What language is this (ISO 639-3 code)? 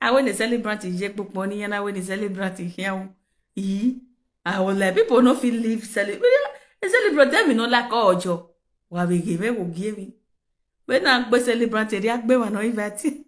pcm